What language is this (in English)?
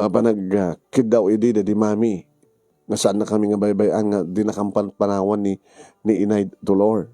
Iloko